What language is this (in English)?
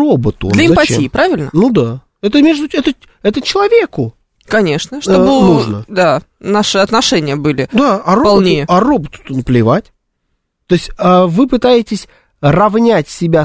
Russian